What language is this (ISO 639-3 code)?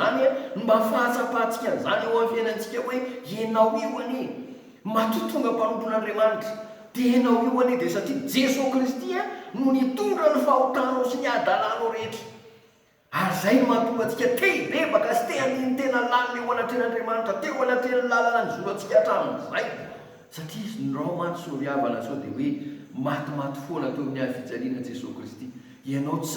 mlg